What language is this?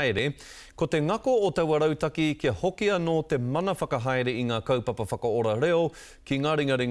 Māori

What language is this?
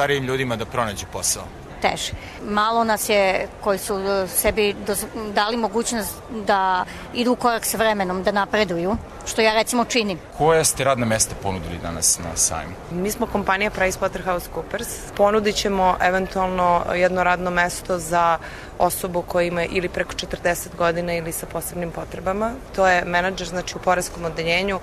Serbian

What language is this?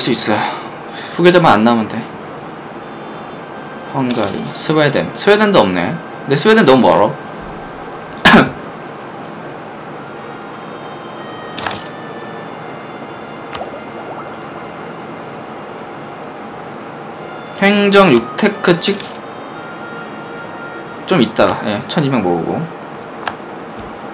Korean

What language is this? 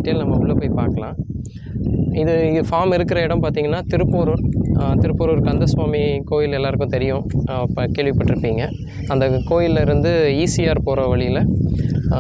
Tamil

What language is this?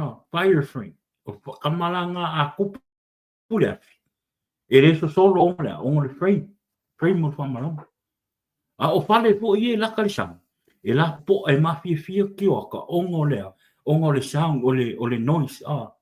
Samoan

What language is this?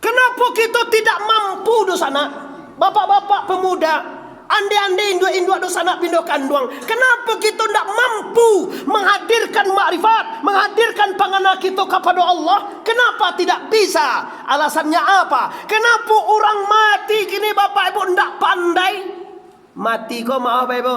Minangkabau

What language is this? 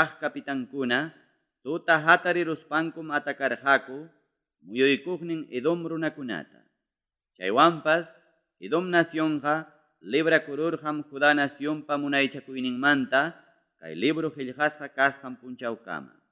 Ayacucho Quechua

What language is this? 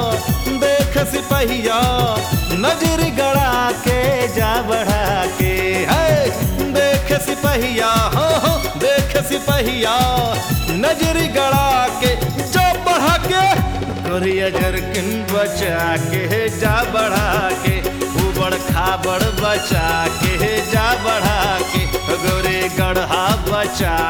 Bhojpuri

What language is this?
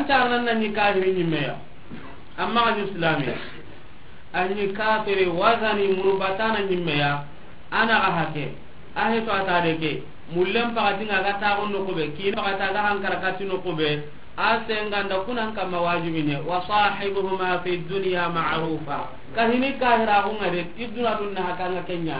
Soninke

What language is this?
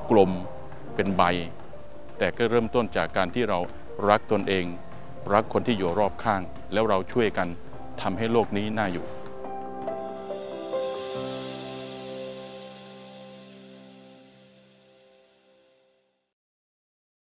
Thai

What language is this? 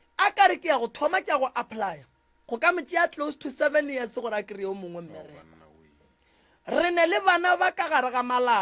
Northern Sotho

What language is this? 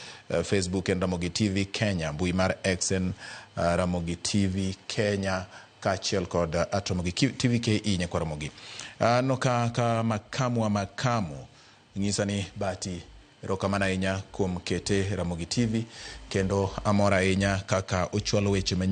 Luo (Kenya and Tanzania)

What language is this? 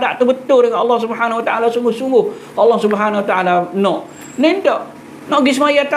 Malay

